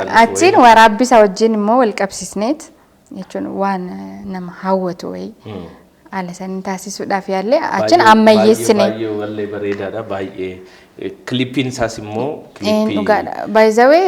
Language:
Oromo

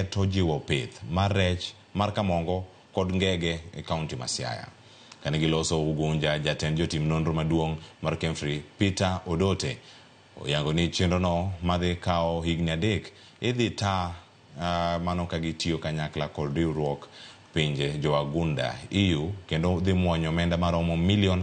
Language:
Luo (Kenya and Tanzania)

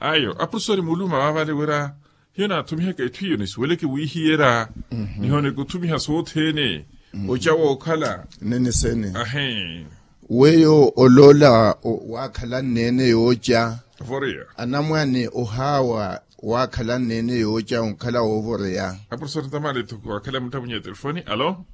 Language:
Makhuwa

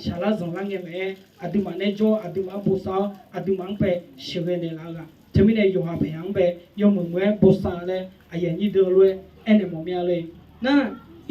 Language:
Akha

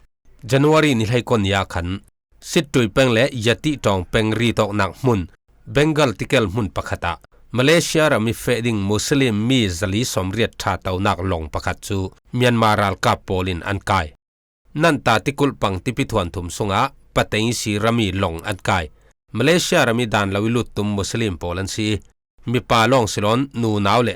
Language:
Falam Chin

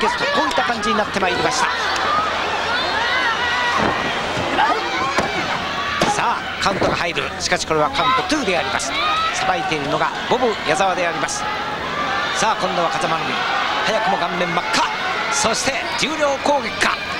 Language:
Japanese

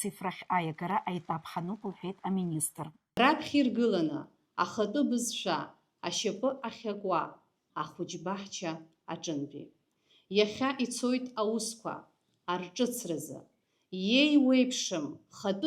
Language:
Abkhazian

